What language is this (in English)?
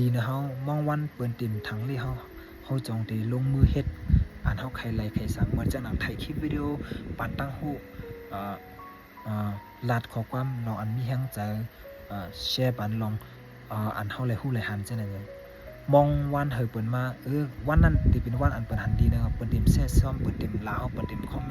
Shan